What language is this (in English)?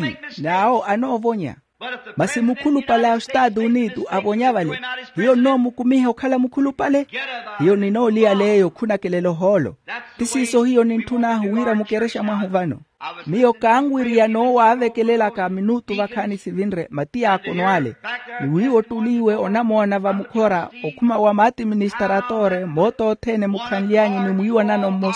Makhuwa